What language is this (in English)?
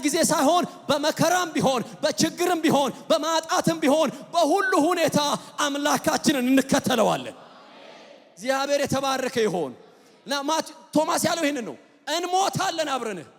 Amharic